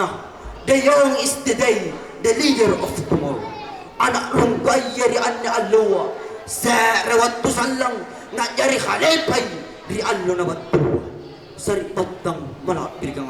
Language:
Makasar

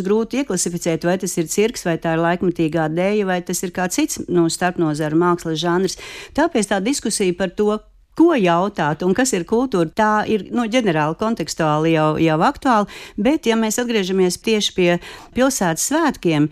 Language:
Latvian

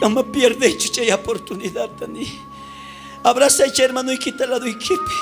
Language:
South Bolivian Quechua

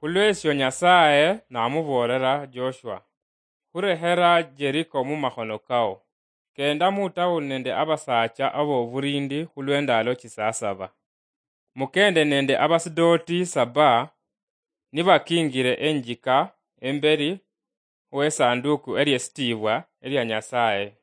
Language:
Luyia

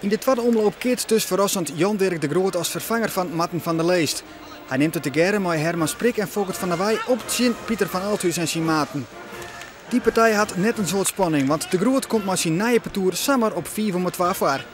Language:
Western Frisian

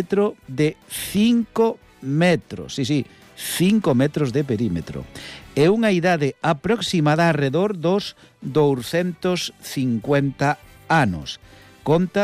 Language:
Galician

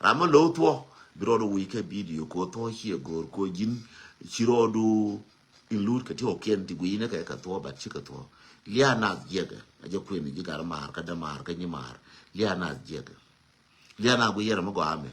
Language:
Nuer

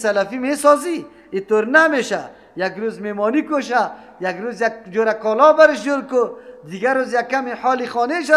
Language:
Persian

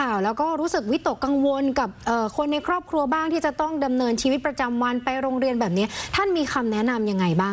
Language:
Thai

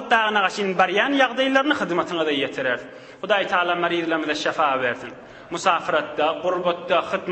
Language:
Turkmen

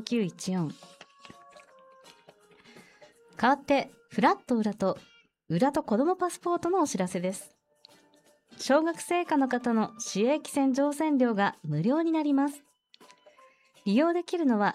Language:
Japanese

